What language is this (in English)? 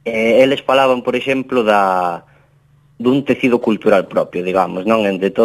Galician